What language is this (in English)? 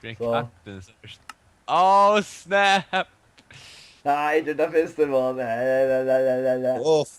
Faroese